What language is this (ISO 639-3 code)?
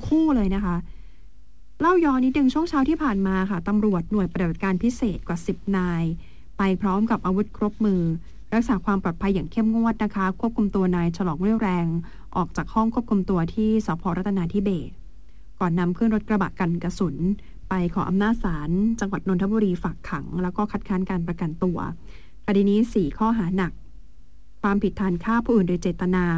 tha